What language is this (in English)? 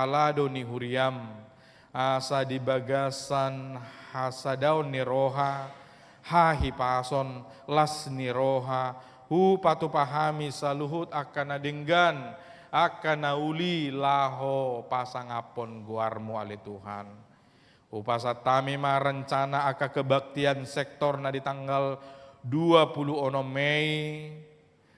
Batak Toba